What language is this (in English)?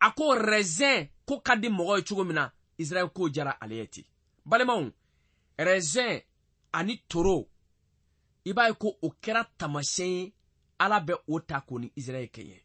Bambara